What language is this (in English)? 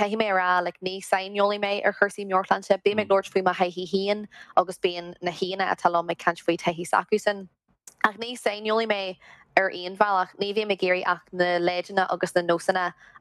Irish